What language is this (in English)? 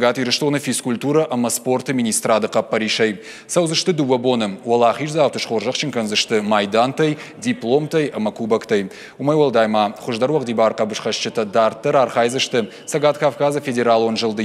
Ossetic